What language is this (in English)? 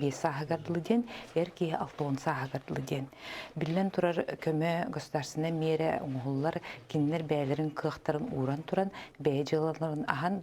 Yakut